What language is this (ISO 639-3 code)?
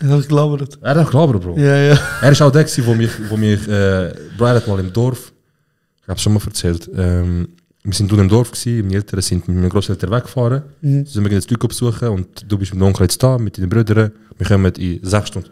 gsw